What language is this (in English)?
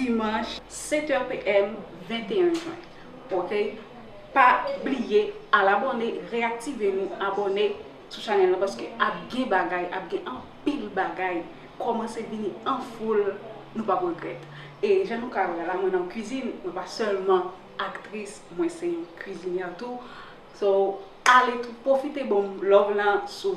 Haitian Creole